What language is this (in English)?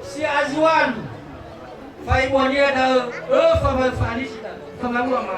Nias